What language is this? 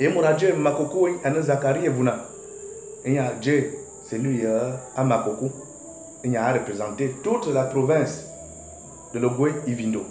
Fang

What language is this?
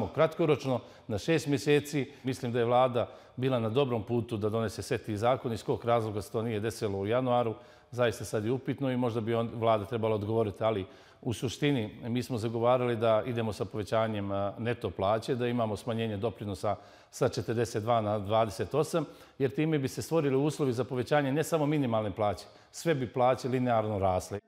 Bosnian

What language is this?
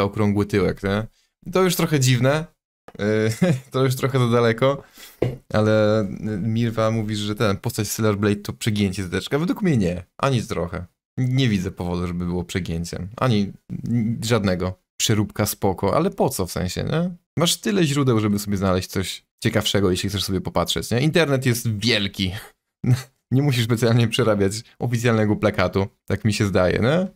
Polish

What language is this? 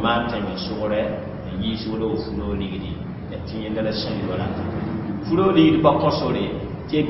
Mossi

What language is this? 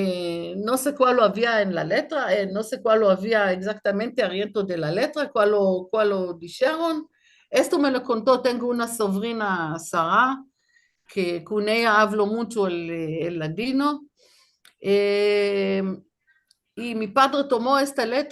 Ladino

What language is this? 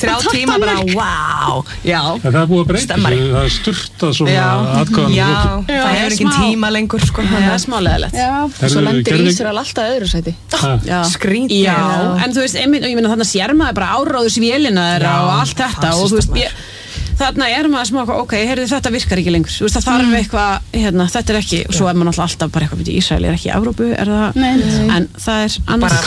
Icelandic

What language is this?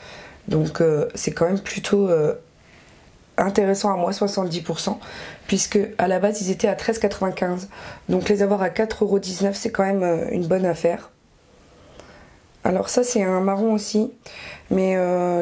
French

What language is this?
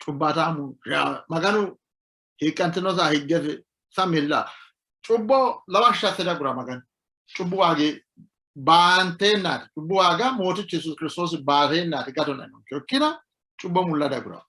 Sidamo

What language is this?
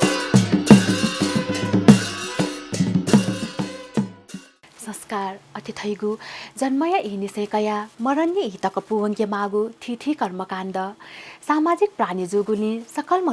Newari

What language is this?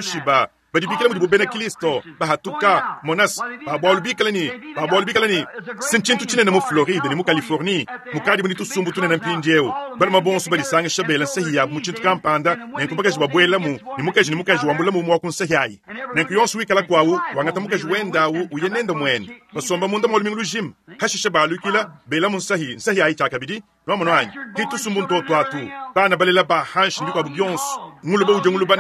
Luba-Lulua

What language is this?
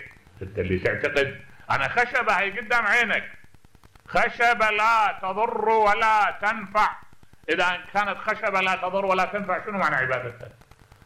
Mesopotamian Arabic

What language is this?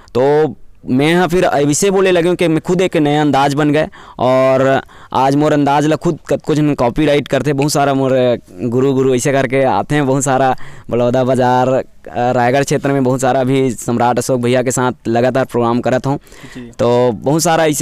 Chhattisgarhi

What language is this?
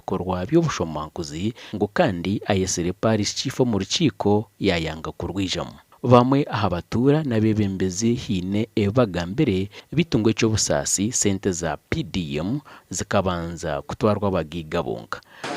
Nyankole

